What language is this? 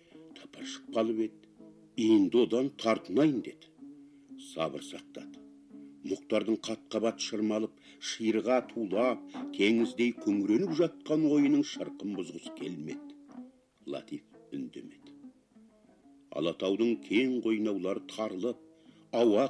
Kazakh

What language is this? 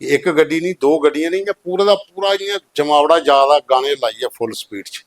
Dogri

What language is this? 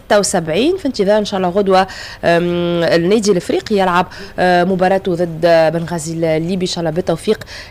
Tunisian Arabic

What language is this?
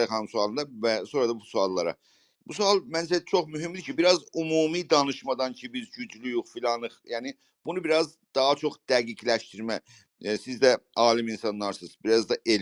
South Azerbaijani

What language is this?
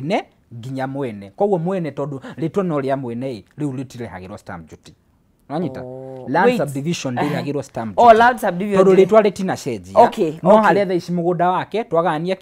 Kikuyu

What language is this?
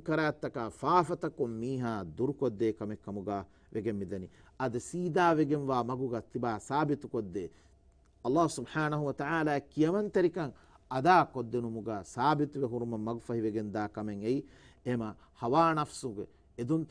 Divehi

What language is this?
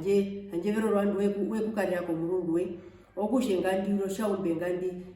Herero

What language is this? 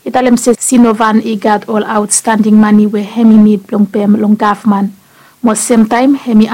Bislama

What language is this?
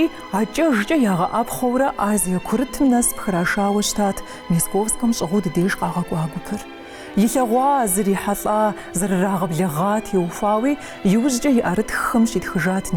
Kabardian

